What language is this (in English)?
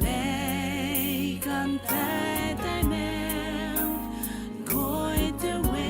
Gilbertese